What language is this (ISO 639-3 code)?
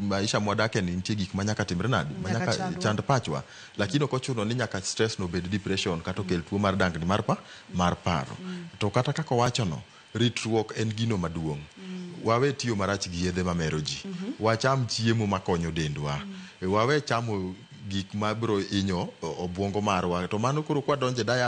luo